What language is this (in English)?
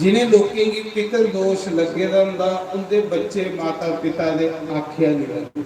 Dogri